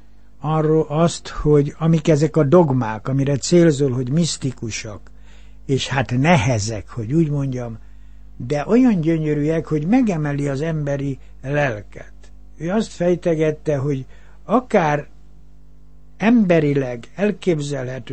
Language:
Hungarian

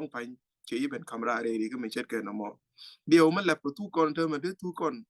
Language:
Nuer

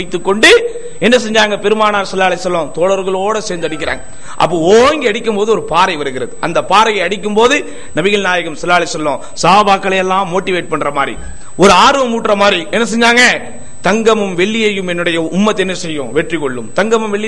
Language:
Tamil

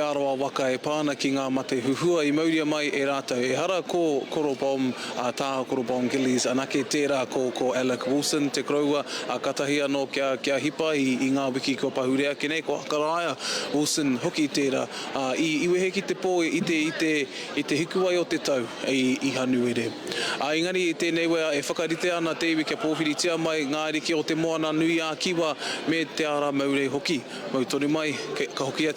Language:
Māori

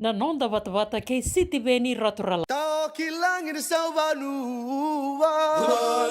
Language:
Fijian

